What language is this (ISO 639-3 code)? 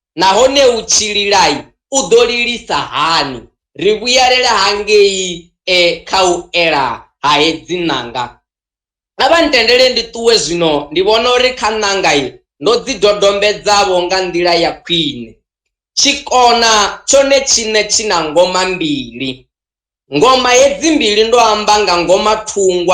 ven